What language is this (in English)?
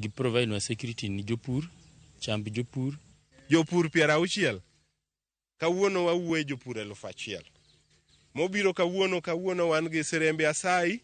Luo (Kenya and Tanzania)